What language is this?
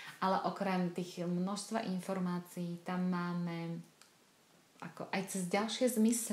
Slovak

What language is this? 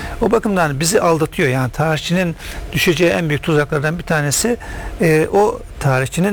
Turkish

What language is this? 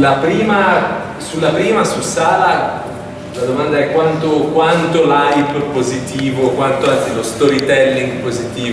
Italian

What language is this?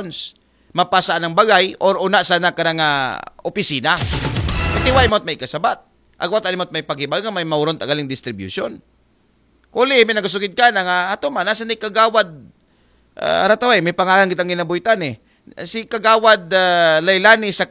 Aklanon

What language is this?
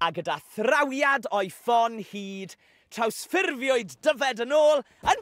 Welsh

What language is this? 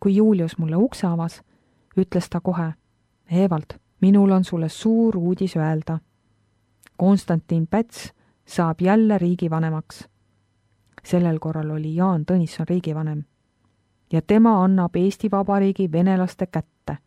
Estonian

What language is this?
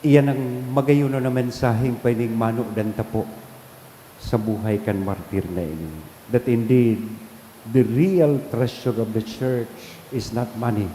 Bikol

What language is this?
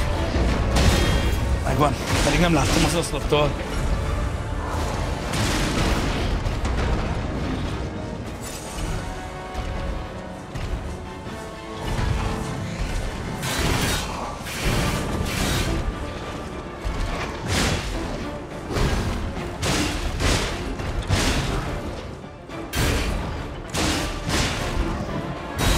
Hungarian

